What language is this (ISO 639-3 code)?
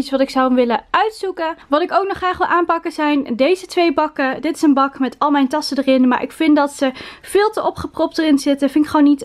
nld